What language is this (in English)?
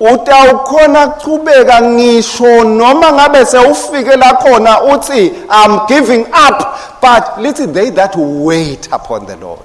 Swati